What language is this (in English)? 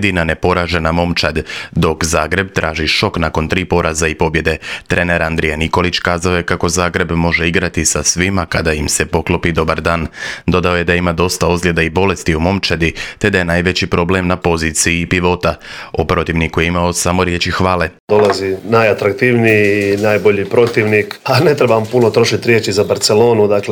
Croatian